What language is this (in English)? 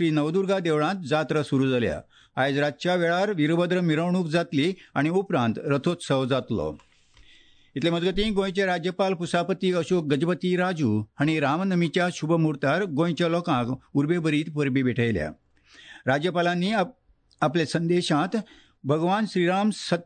Konkani